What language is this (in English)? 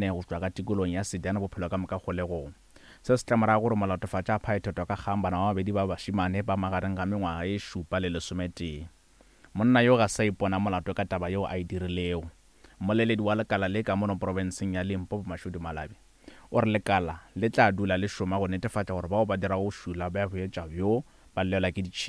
Northern Sotho